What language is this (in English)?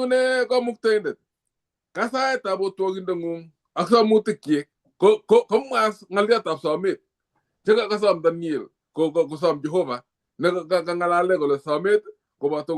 Kalenjin